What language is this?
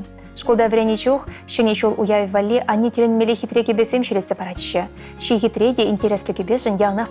Chuvash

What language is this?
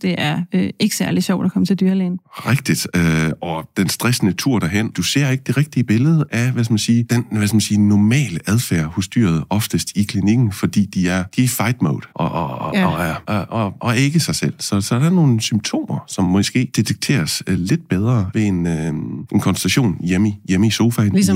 Danish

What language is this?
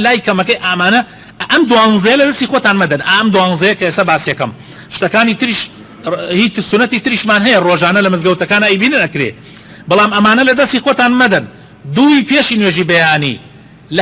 Central Kurdish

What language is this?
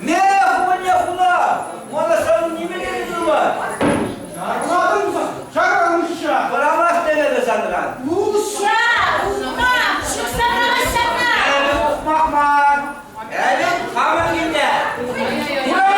Chuvash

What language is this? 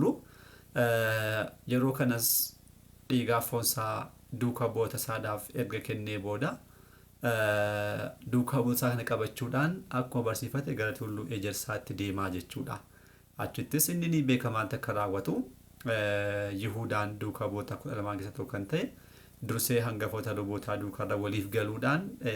Oromo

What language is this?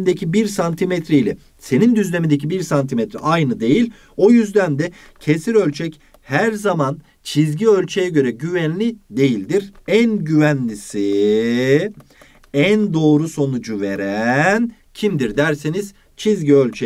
Turkish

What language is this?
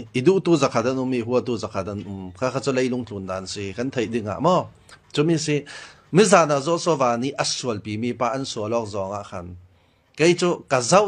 Falam Chin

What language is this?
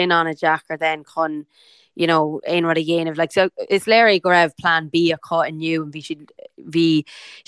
Irish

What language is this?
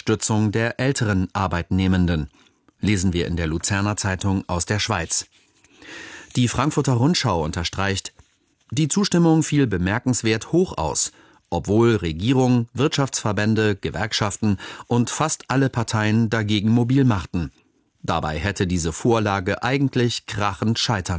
German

